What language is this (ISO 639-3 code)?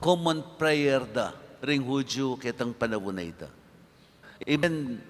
pam